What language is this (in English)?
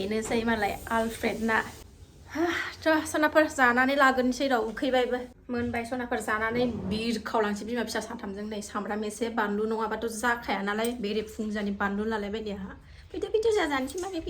Bodo